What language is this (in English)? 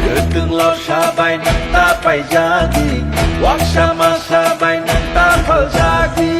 Kok Borok